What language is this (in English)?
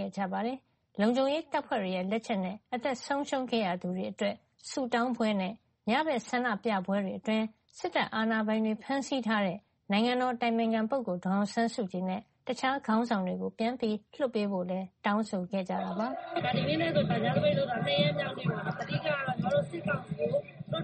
Burmese